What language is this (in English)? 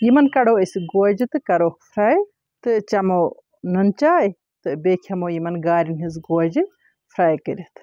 Kashmiri